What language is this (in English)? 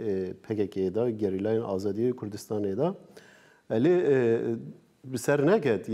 Kurdish